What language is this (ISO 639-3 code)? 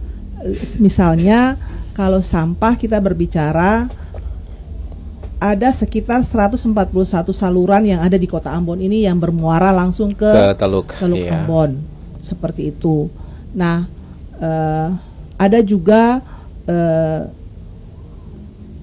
ind